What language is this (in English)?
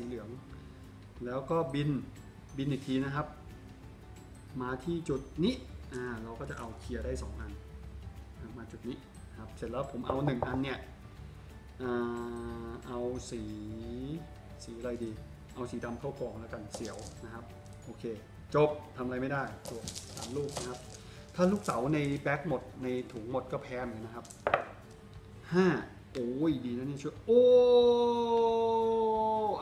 Thai